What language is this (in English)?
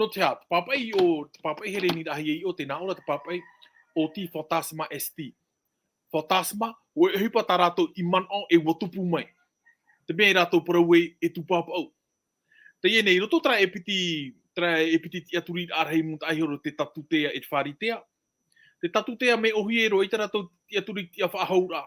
Tahitian